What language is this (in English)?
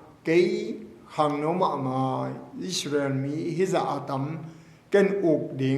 Tedim Chin